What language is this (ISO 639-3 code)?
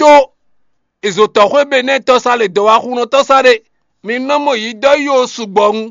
fon